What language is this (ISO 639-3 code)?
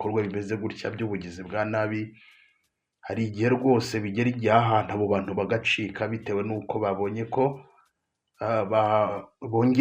kin